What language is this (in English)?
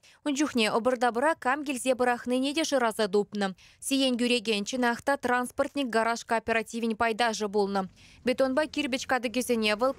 Chuvash